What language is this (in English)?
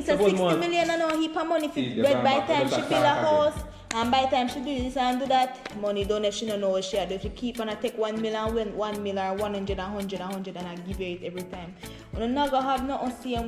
Jamaican Creole English